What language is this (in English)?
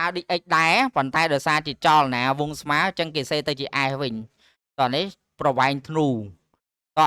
Khmer